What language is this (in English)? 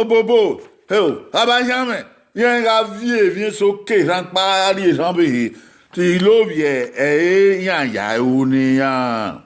Bini